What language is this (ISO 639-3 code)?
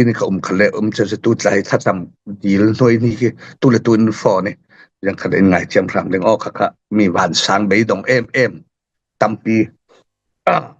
cfm